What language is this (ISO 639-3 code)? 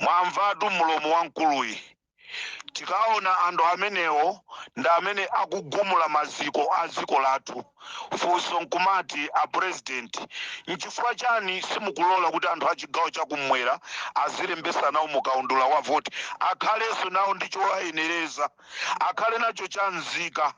nya